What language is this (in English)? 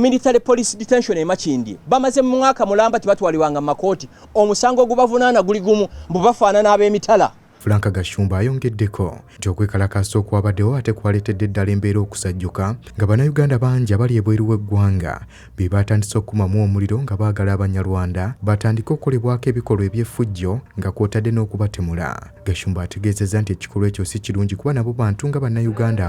Ganda